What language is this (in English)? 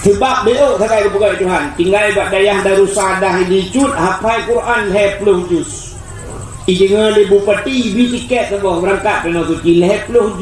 Achinese